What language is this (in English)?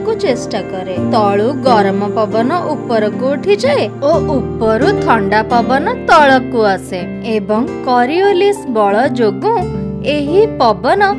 Odia